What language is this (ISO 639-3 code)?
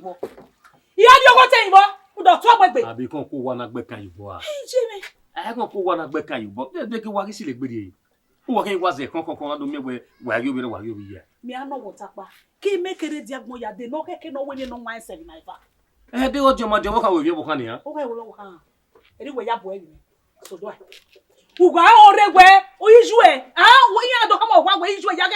bin